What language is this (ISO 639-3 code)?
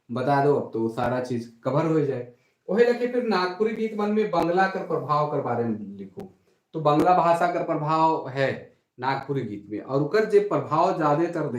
sck